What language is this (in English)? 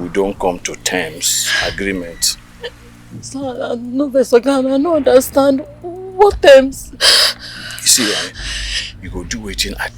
Nigerian Pidgin